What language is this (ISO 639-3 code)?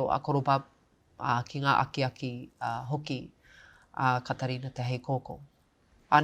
mri